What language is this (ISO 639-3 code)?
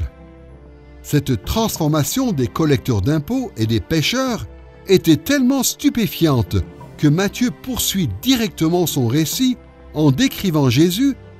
fra